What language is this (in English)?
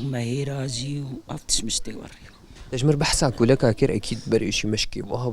Kurdish